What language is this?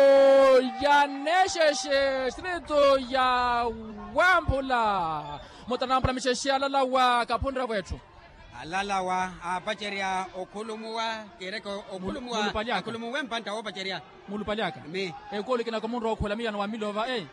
Makhuwa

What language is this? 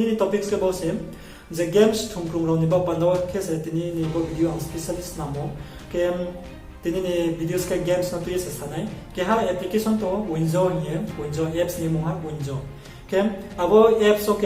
Riang (India)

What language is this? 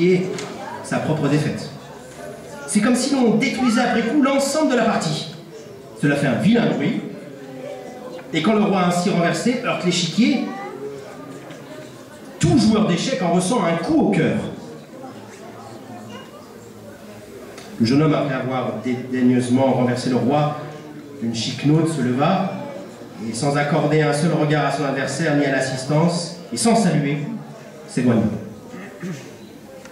French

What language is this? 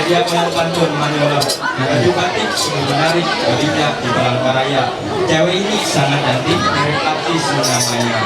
Ma'anyan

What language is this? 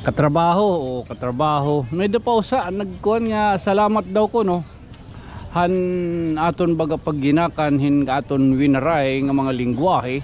Waray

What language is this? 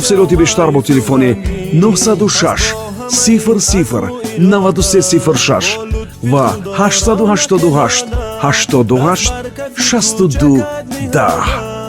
Tajik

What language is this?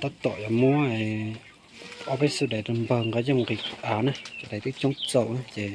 Hmong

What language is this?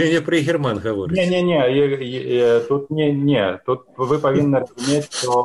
Belarusian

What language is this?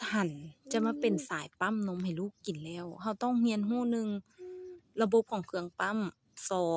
Lao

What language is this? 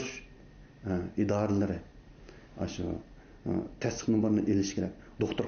Uyghur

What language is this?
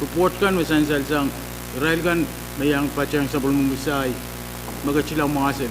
Pohnpeian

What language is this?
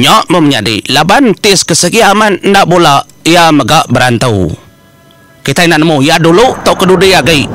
Iban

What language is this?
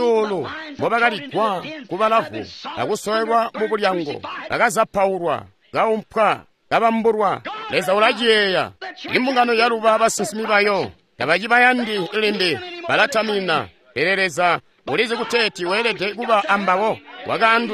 Tonga (Zambia)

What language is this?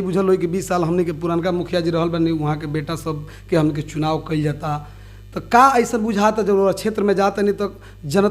Bhojpuri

